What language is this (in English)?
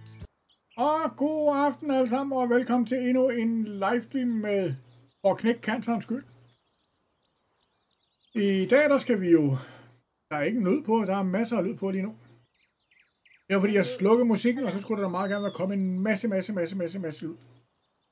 Danish